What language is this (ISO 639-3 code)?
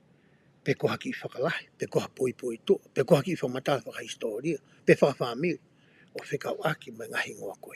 ton